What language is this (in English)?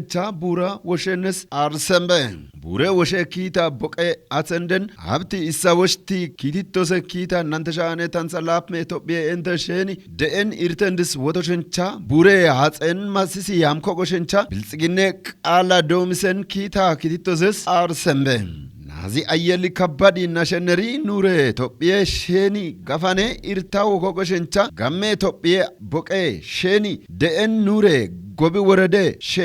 Kafa